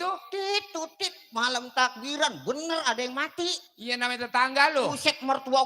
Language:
Betawi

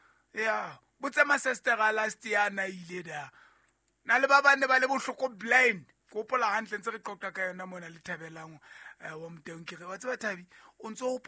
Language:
Southern Sotho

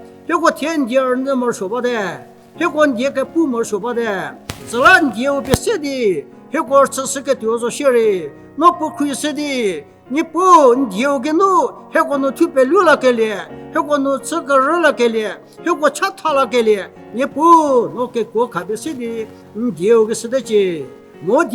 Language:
Angami Naga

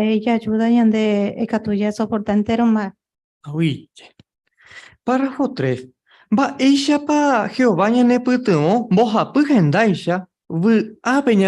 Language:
Guarani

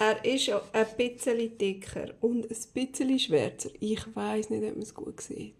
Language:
Swiss German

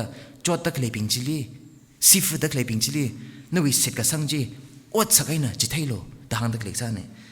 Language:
Tangkhul Naga (India)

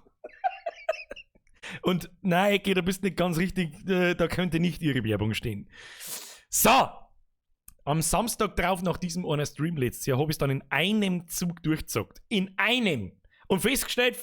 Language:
Bavarian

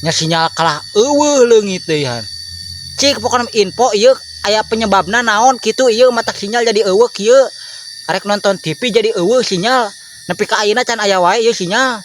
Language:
Sundanese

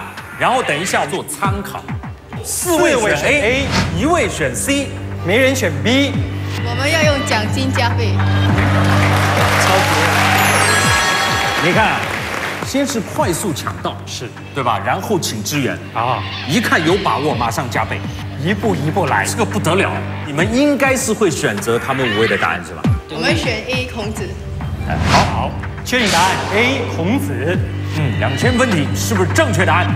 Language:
Chinese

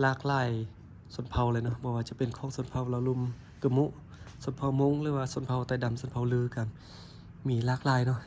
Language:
Lao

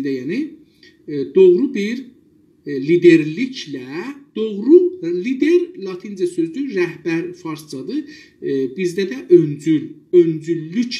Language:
South Azerbaijani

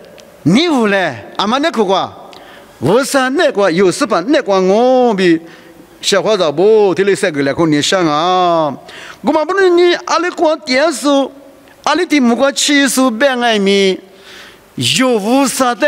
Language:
Lisu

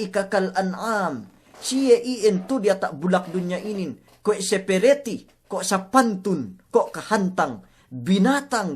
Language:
Yakan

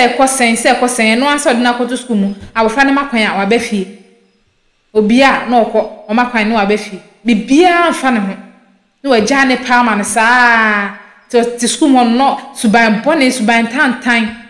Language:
Akan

